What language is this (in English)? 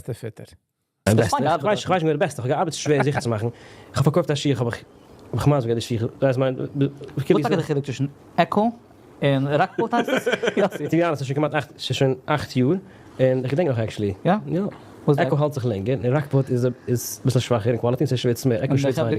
Yiddish